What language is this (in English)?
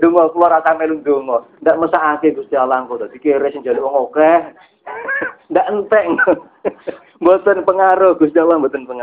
Javanese